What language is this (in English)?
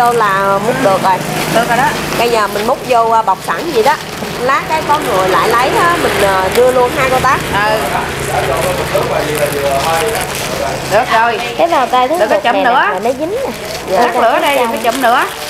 Vietnamese